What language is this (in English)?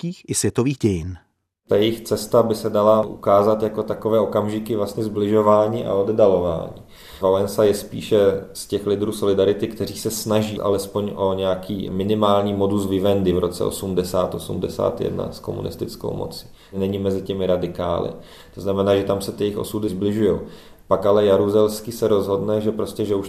Czech